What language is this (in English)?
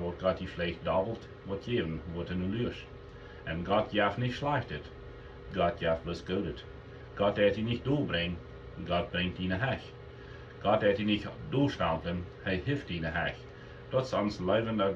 Plautdietsch